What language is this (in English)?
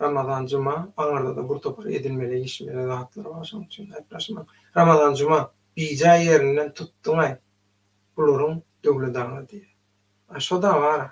Turkmen